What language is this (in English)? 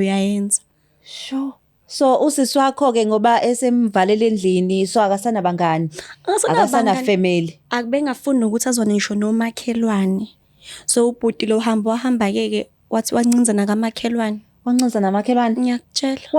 Zulu